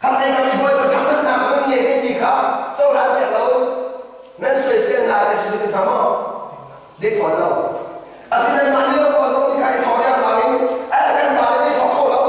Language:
Hakha Chin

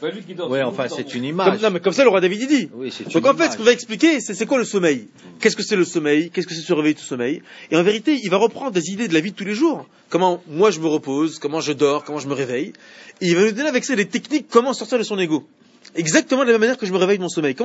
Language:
French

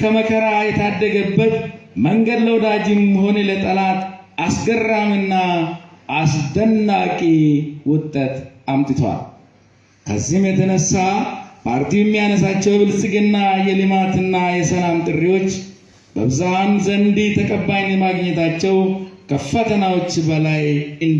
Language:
Amharic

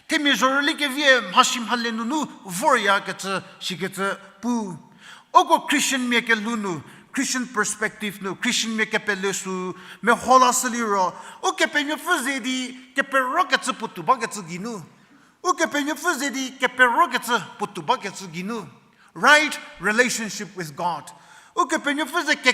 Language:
Angami Naga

